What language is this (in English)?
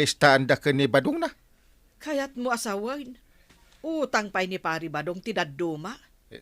Iloko